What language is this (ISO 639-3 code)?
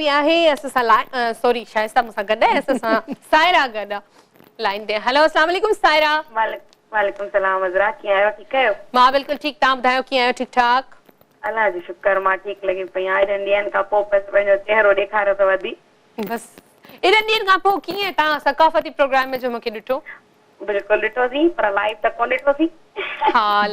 snd